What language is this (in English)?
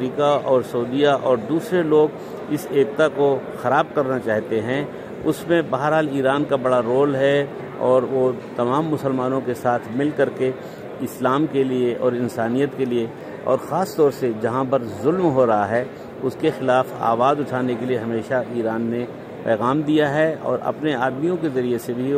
Hindi